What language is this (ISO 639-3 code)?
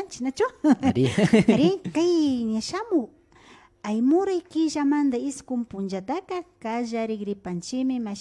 qvi